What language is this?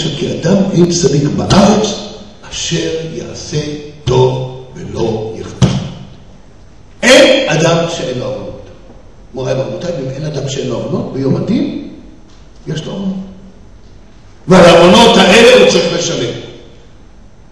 Hebrew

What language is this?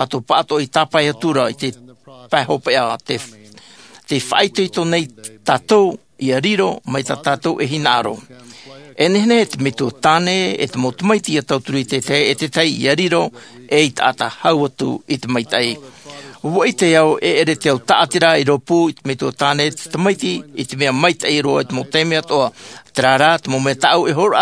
Tahitian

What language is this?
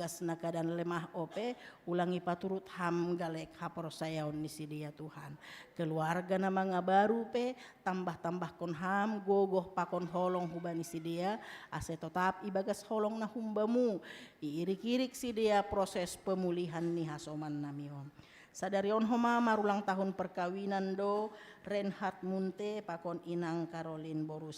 Batak Simalungun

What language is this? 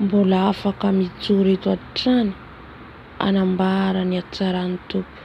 Malagasy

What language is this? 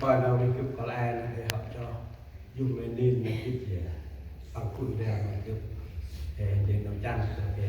Central Mnong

